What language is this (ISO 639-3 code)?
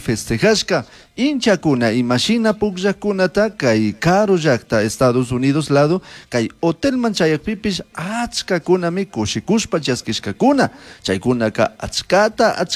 qug